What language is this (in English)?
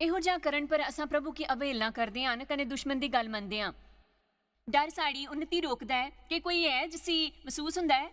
Dogri